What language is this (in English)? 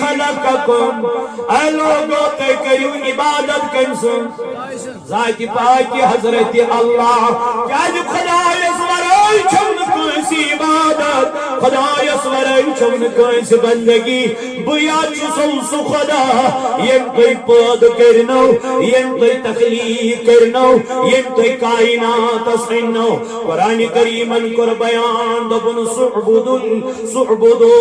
Kashmiri